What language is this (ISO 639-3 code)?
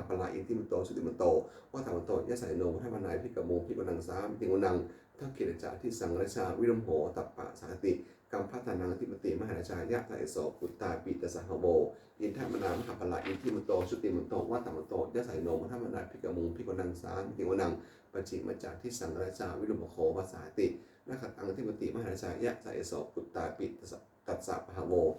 pli